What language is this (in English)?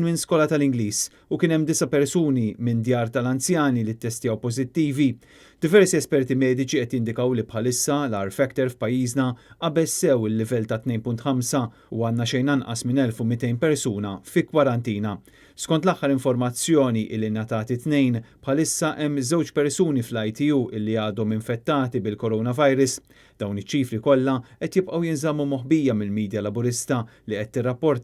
Maltese